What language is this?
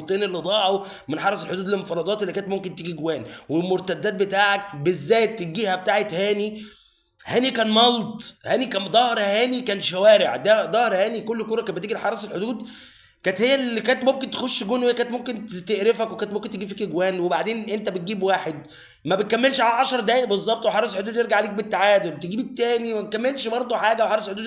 Egyptian Arabic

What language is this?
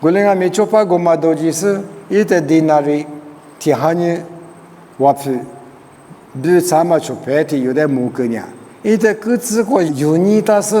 Lisu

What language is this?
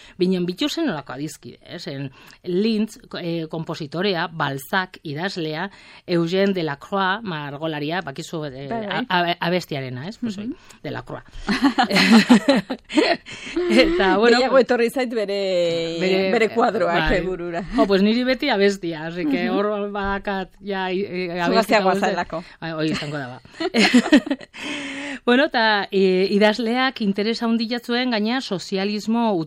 Basque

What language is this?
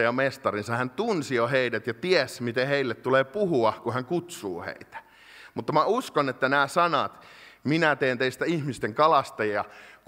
Finnish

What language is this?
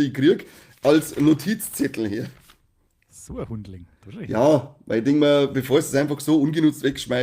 Bavarian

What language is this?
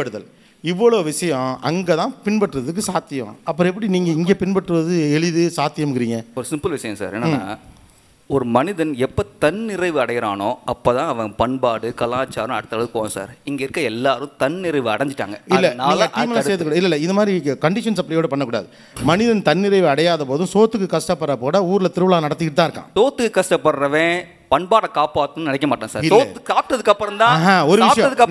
Tamil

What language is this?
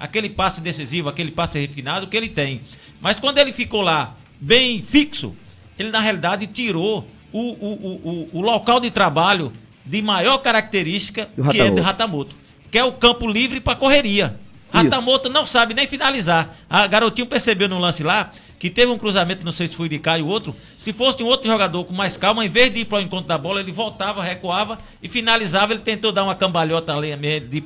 Portuguese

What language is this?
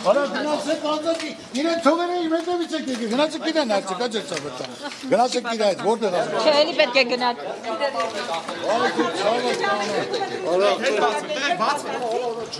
Armenian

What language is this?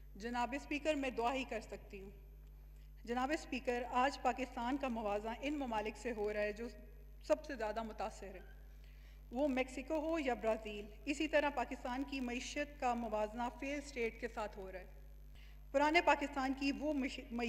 Urdu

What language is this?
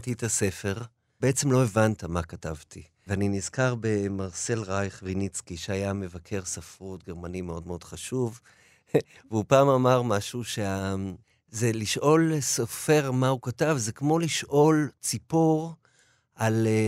Hebrew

